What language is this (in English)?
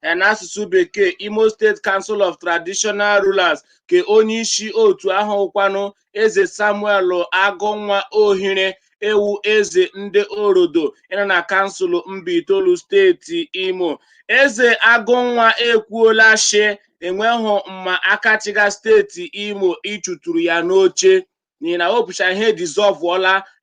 Igbo